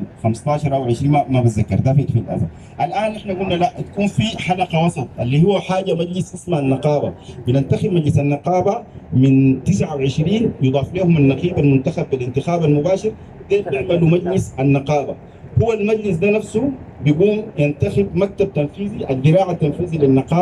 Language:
Sudanese Arabic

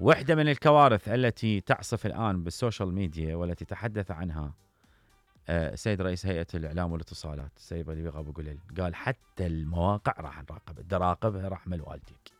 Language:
Mesopotamian Arabic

